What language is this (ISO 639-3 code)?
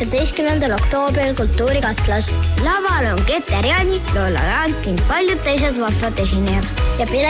est